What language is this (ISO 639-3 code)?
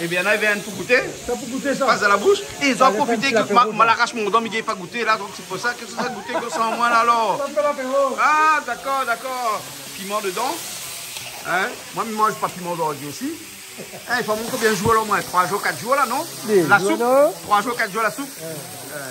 rcf